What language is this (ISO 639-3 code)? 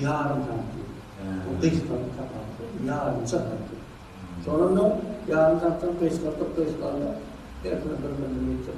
tuk